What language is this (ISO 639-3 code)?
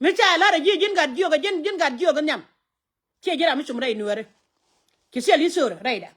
nus